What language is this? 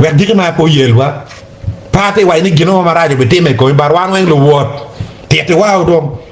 Acoli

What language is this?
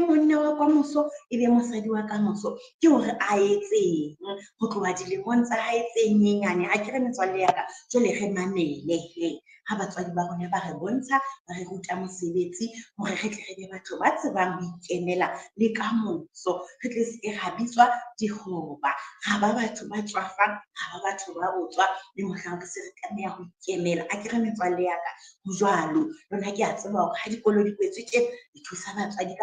Southern Sotho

